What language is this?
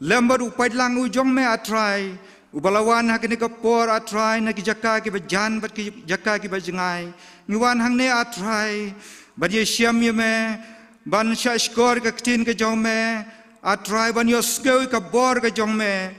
Khasi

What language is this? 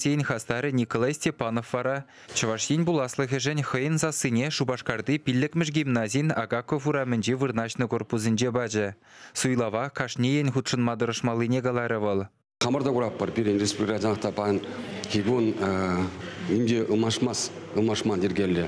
Chuvash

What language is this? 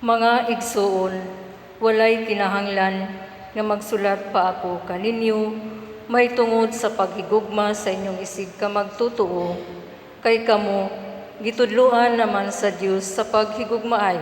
Cebuano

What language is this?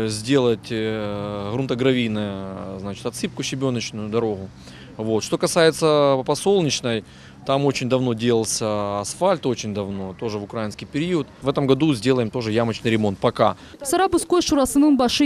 Crimean Tatar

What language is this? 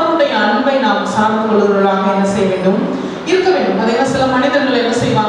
Tamil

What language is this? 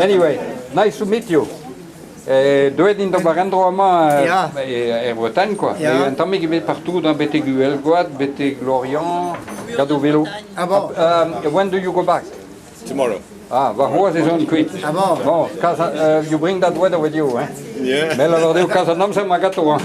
Breton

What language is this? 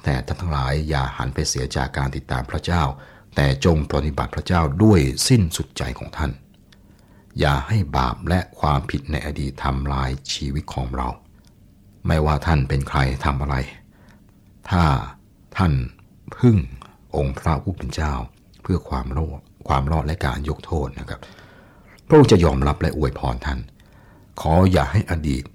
Thai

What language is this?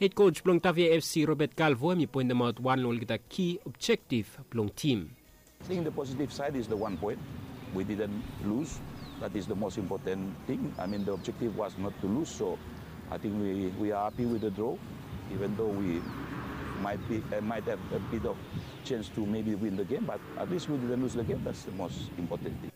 Bislama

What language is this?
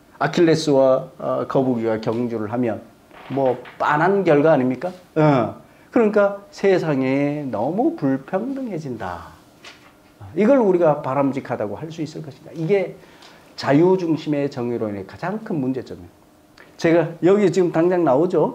Korean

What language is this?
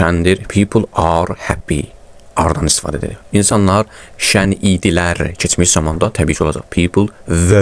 Azerbaijani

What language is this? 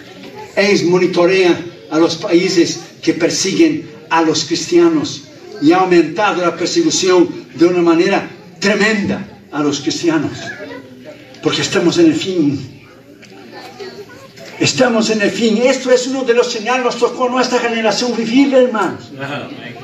Spanish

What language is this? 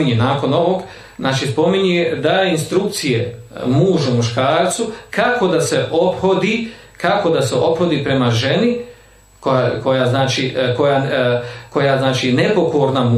Bosnian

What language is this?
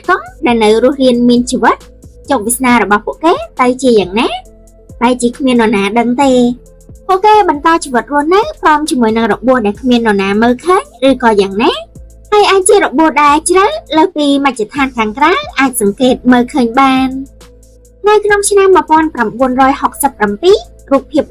Khmer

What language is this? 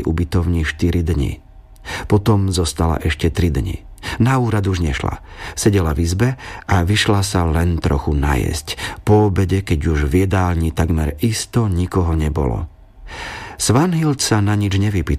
Slovak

